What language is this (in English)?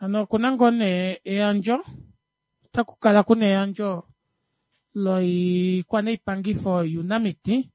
Kuanyama